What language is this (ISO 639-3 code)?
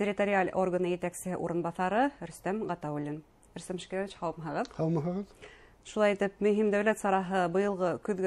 bak